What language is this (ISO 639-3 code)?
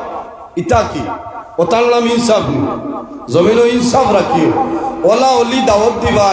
syl